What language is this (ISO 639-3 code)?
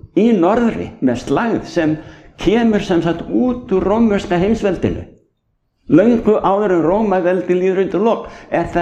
isl